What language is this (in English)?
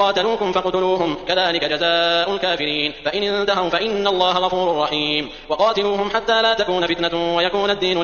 Arabic